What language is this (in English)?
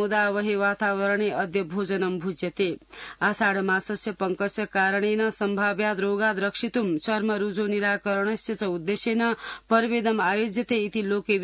Sanskrit